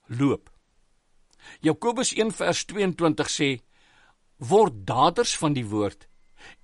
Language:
Afrikaans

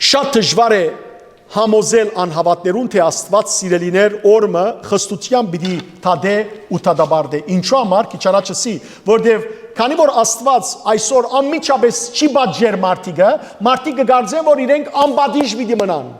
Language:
Western Armenian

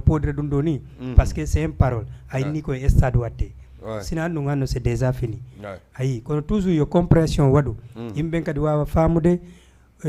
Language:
Fula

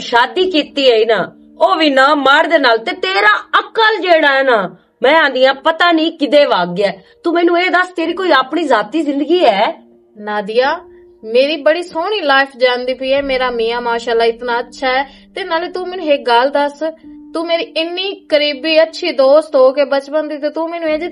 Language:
Western Panjabi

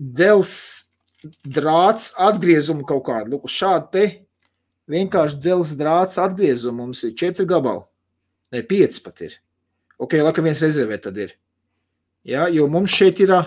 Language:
Latvian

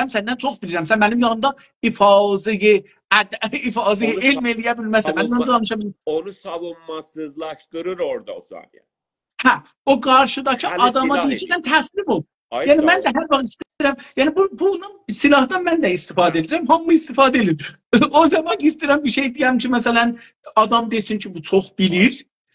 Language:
South Azerbaijani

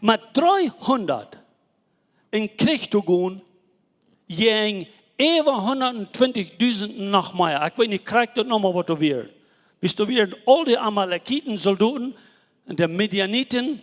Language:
Plautdietsch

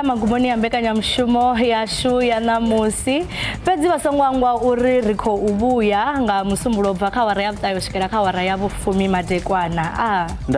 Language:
Venda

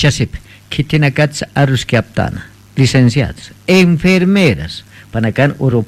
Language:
Aymara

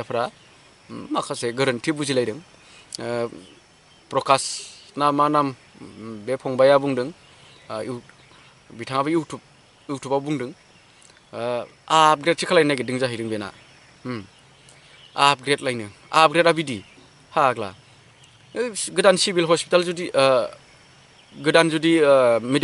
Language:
Bodo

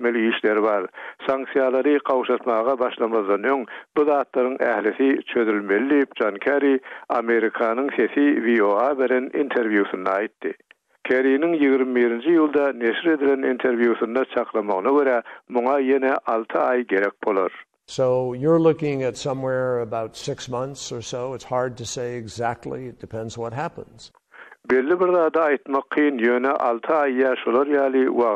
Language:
Turkmen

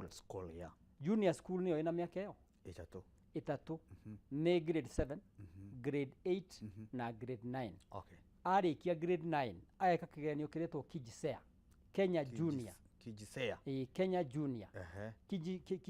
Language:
Kikuyu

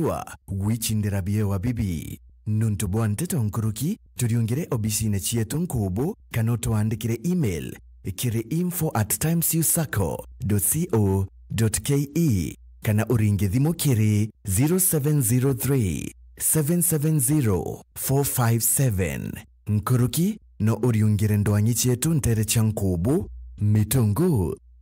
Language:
Meru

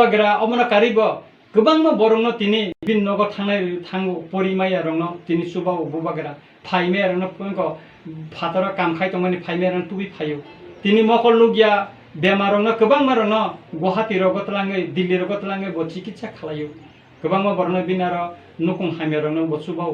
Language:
Kok Borok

